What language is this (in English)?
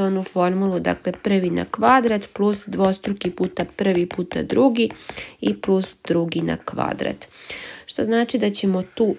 Croatian